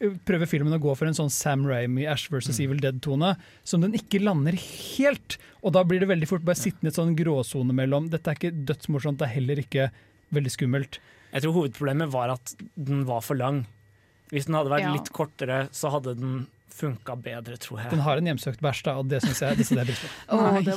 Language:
Norwegian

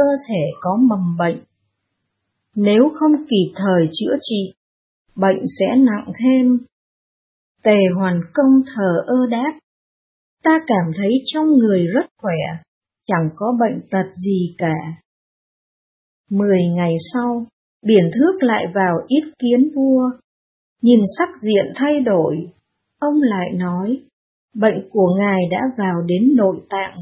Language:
Vietnamese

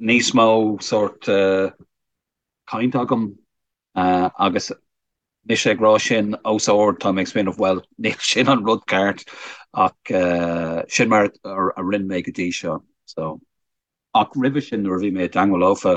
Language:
Irish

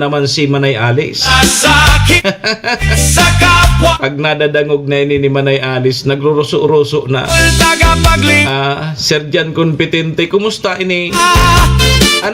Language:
Bikol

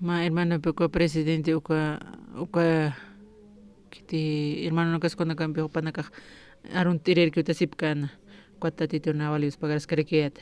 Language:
Aymara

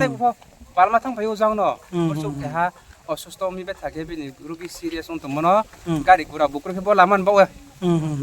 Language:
Riang (India)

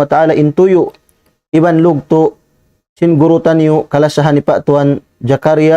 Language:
Tausug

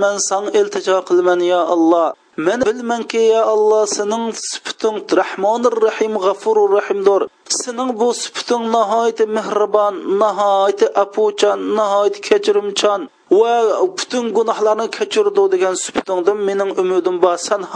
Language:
Uyghur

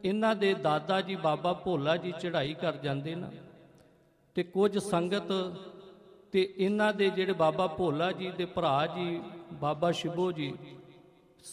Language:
Punjabi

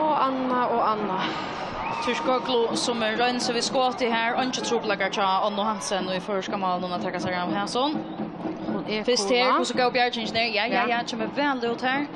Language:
Faroese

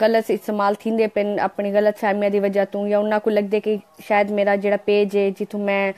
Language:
Saraiki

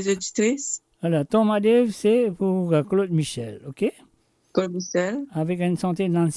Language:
Morisyen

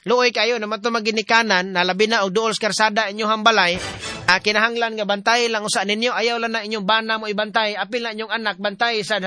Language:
Cebuano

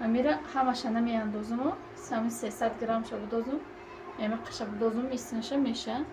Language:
Tajik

